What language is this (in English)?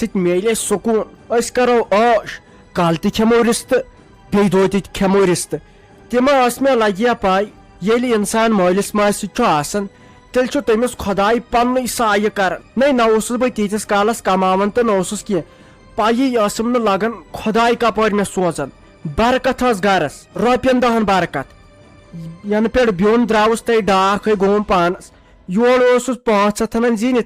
Kashmiri